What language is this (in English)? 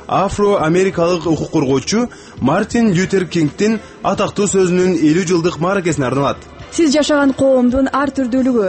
Kyrgyz